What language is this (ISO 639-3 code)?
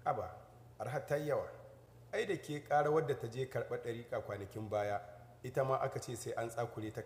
hau